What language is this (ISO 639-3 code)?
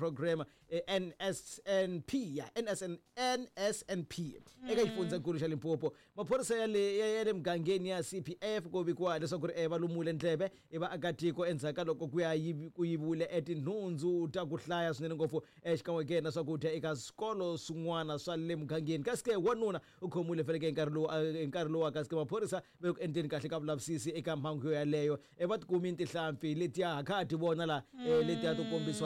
tso